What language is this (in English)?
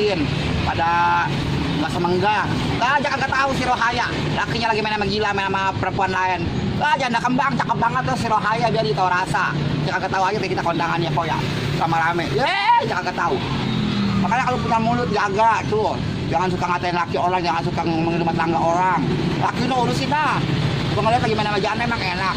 Betawi